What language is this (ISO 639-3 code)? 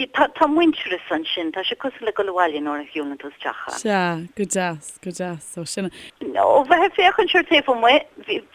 gle